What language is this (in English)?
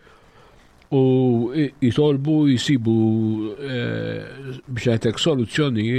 Maltese